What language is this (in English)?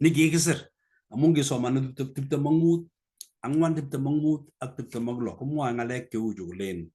Kalenjin